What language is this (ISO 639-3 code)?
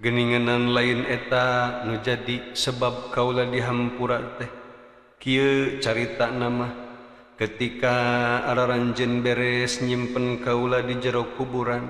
sun